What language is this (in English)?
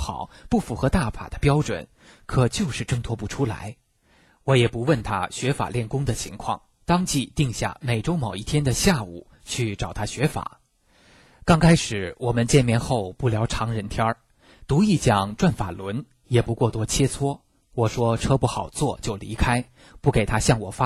Chinese